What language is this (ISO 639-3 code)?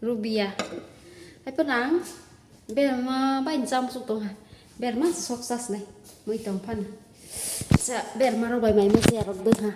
trp